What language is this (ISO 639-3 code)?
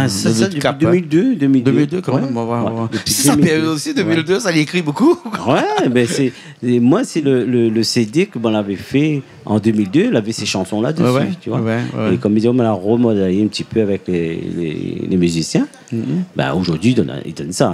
rcf